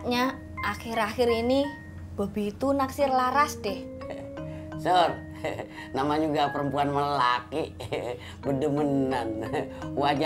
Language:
Betawi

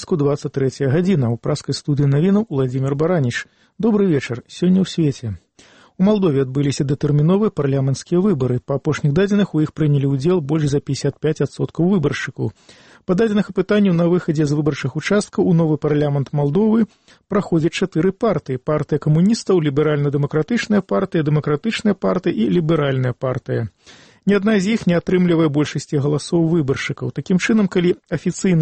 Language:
Belarusian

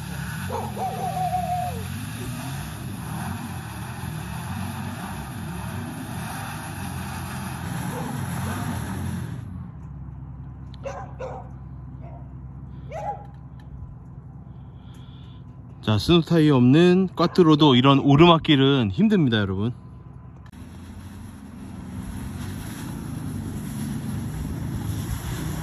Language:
Korean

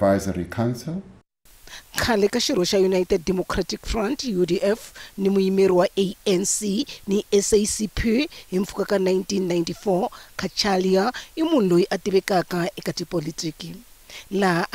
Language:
Tsonga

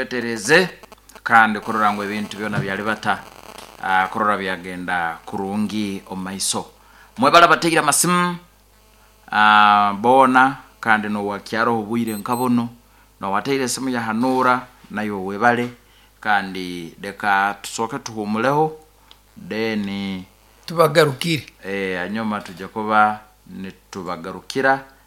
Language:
Nyoro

